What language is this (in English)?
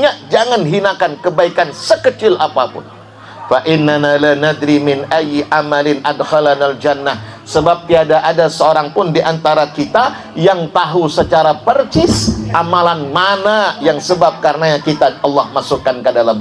Banjar